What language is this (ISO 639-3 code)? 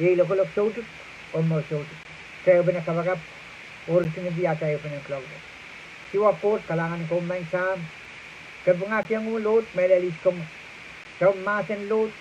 pon